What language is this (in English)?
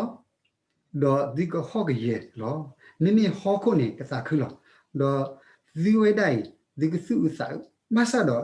S'gaw Karen